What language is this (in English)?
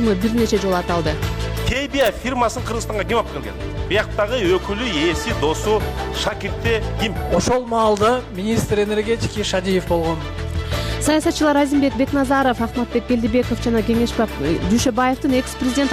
Kyrgyz